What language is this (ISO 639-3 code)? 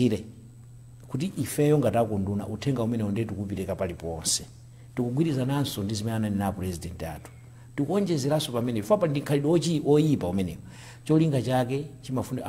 nya